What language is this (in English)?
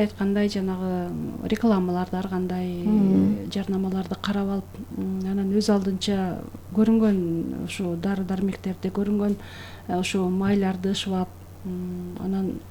Kyrgyz